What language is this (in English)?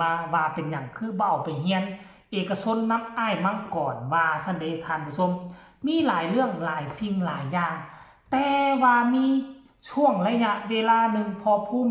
Northeastern Thai